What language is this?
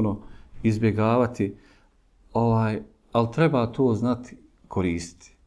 Bosnian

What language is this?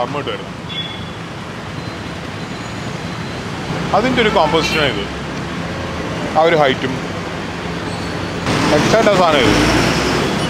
Malayalam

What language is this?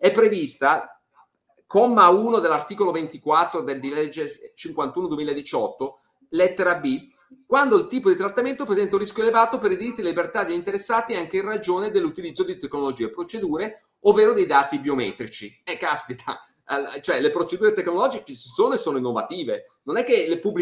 Italian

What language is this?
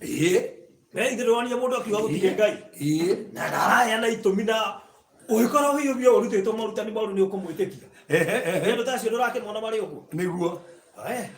Kikuyu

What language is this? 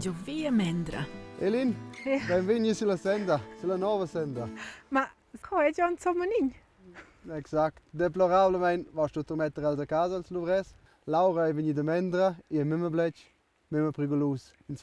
Romansh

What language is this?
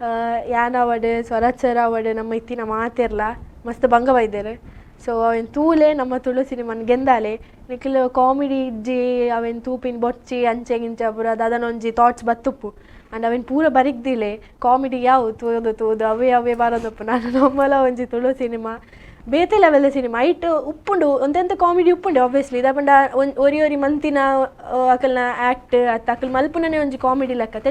Tulu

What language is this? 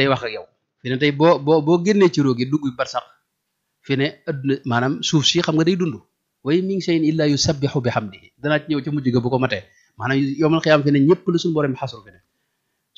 Wolof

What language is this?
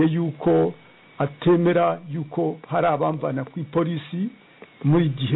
Kinyarwanda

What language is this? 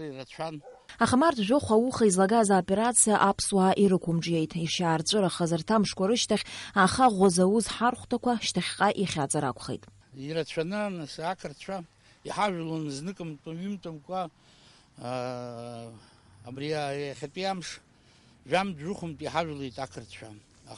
Abkhazian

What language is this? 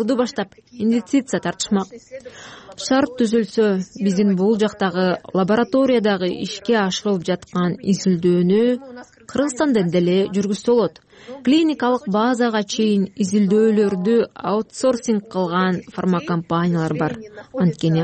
Kyrgyz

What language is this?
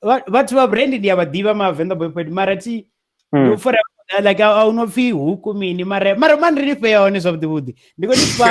Venda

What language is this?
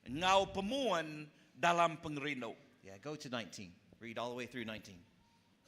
Iban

